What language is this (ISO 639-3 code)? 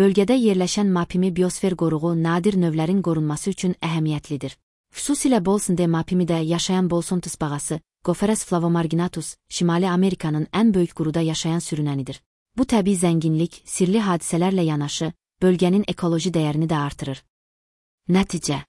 aze